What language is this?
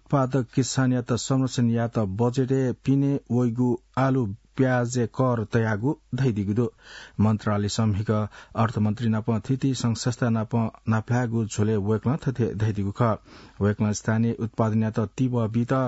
Newari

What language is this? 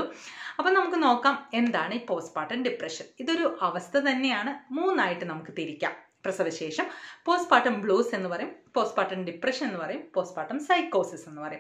Malayalam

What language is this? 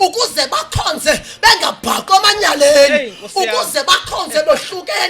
Zulu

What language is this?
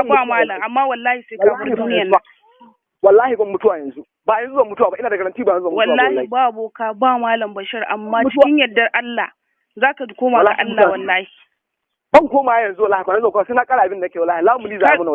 Hausa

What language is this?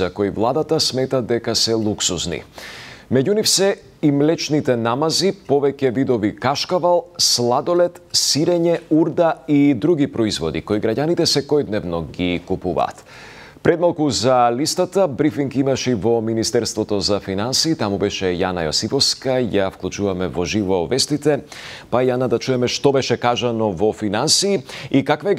Macedonian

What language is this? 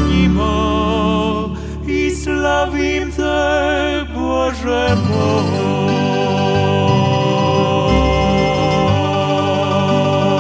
Croatian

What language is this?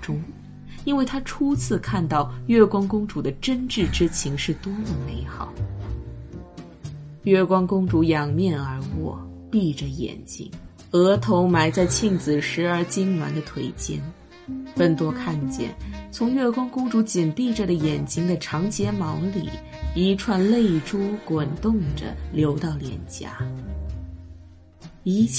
Chinese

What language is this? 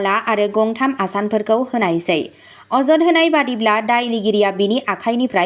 Bodo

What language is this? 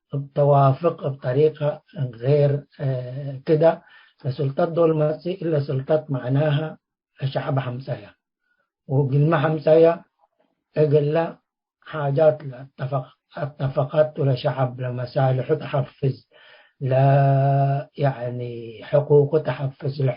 Tigre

